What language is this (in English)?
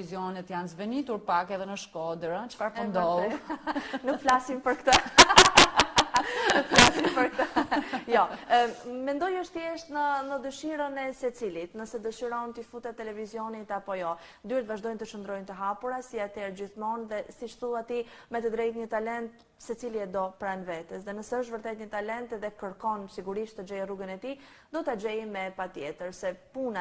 Albanian